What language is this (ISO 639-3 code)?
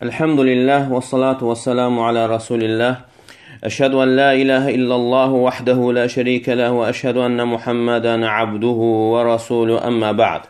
aze